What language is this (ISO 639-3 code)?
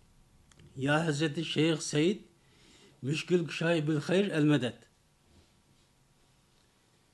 tur